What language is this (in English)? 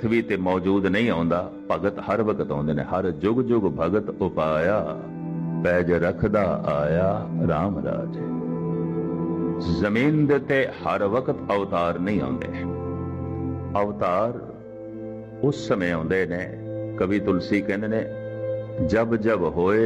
Punjabi